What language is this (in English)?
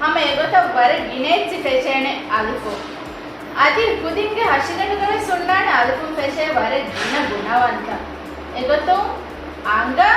Divehi